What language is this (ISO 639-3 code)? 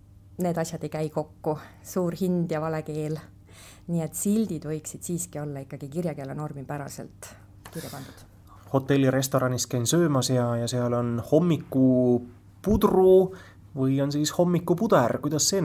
est